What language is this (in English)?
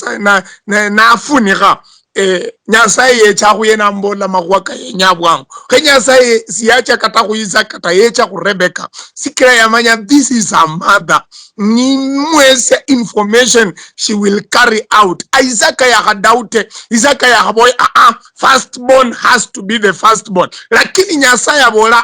Luyia